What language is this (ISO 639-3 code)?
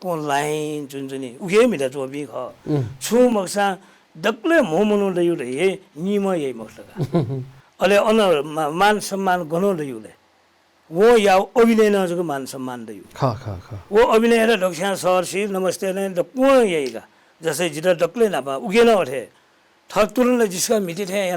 new